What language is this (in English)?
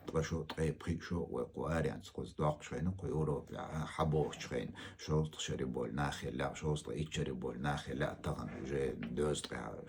Chechen